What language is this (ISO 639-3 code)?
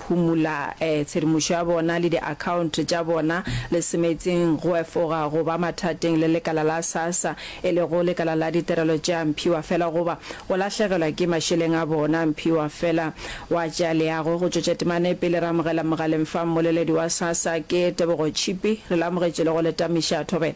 nso